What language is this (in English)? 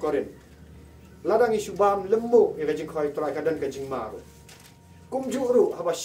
Khasi